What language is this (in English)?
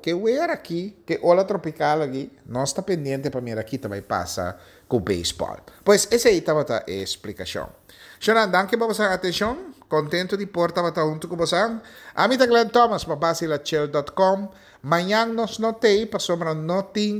Papiamento